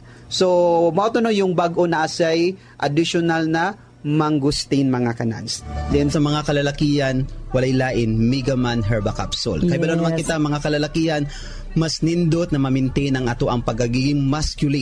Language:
Cebuano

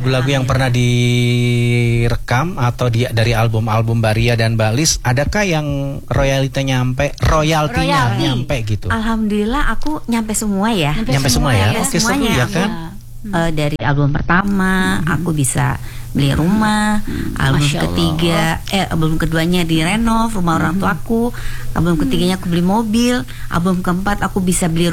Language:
Indonesian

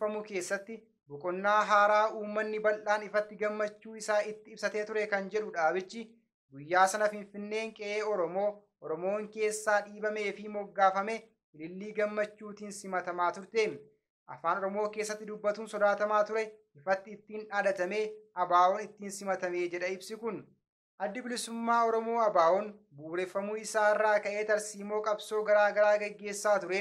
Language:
Oromo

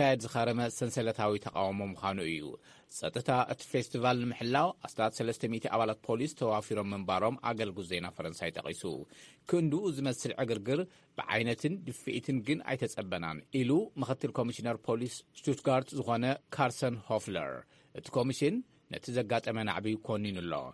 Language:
Tigrinya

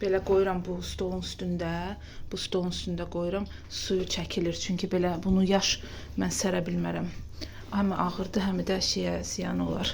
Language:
Azerbaijani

